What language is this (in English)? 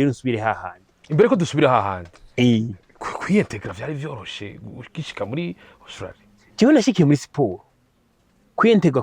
Rundi